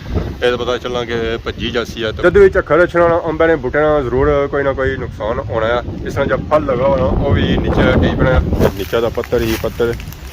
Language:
Pahari-Potwari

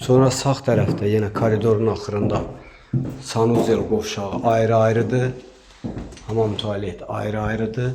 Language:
Azerbaijani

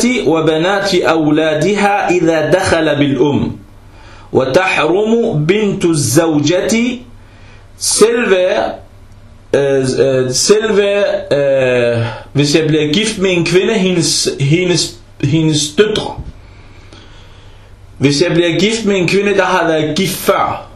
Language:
Danish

